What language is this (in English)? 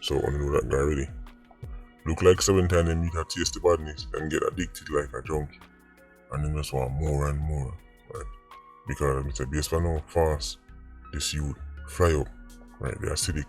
Jamaican Creole English